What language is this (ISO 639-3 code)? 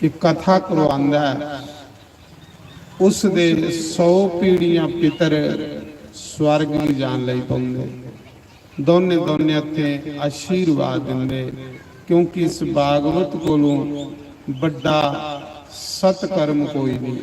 doi